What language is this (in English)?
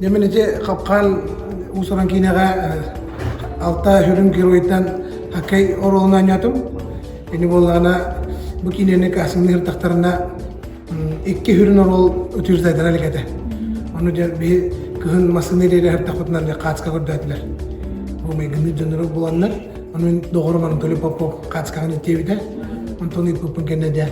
Yakut